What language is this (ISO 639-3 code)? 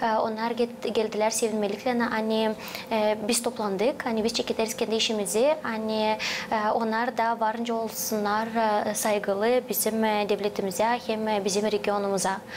gag